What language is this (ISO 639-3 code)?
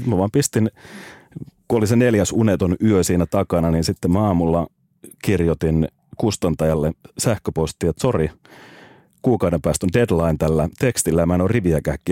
fin